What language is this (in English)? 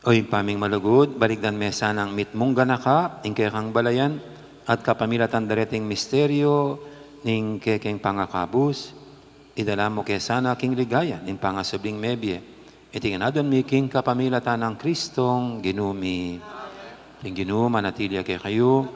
Pampanga